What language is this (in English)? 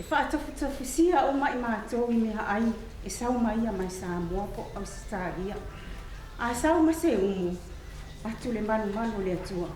Samoan